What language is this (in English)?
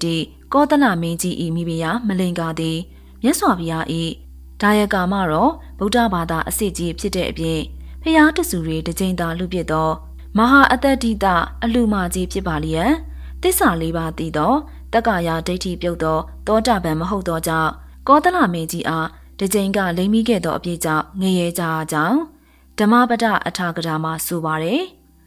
Burmese